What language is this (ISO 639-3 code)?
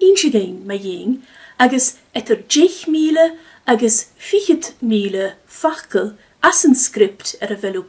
gla